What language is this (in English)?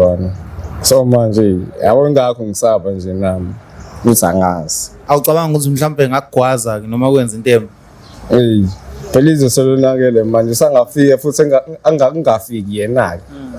Zulu